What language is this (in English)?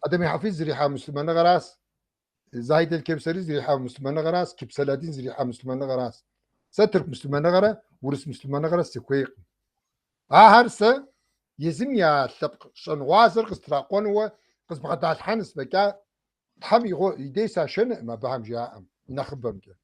Kabardian